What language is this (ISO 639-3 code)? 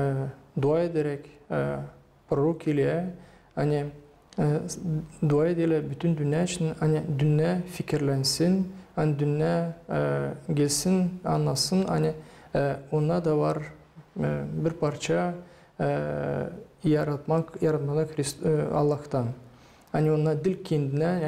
gag